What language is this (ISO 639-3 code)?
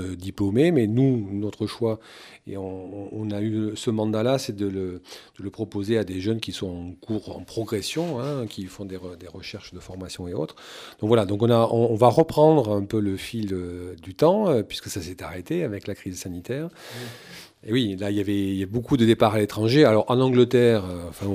fra